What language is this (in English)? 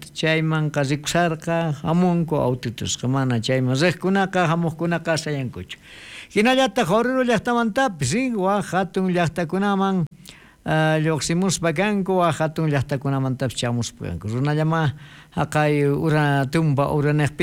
South Bolivian Quechua